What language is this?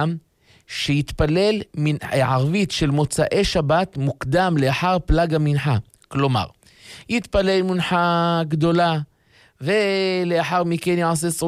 Hebrew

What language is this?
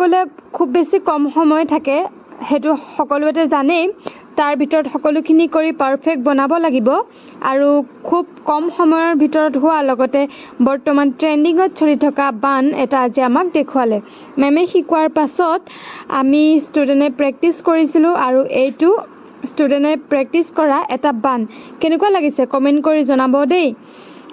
Assamese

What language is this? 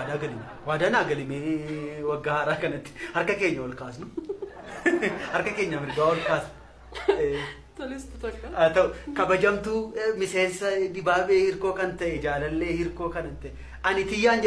Oromo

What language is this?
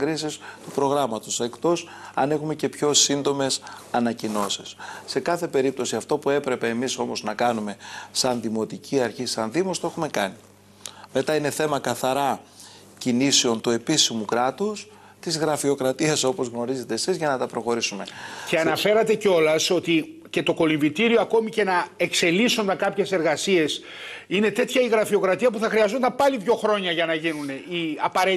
Greek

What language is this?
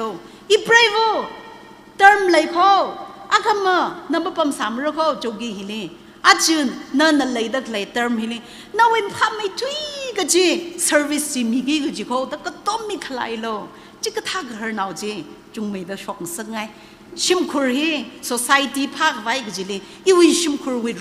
Tangkhul Naga (India)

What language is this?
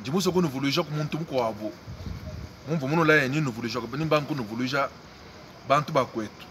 Luba-Lulua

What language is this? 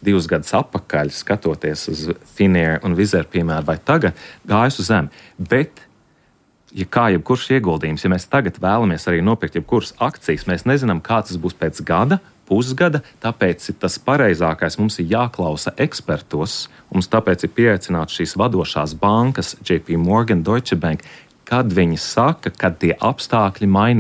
Latvian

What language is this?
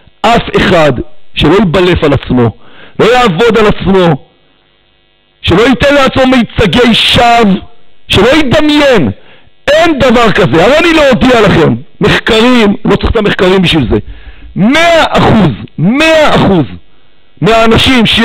Hebrew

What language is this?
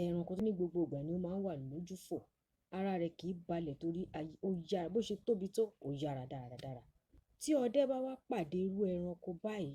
Yoruba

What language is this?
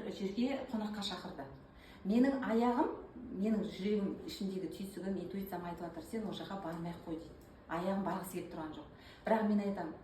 Kazakh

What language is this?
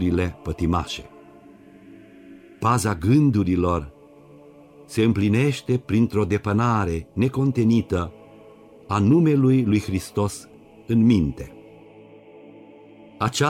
Romanian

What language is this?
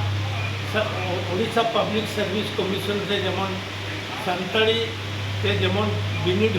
Santali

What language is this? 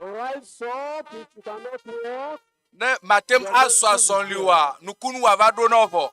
Ewe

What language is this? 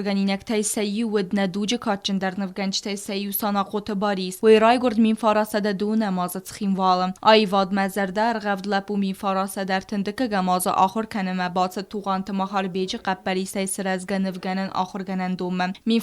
Ossetic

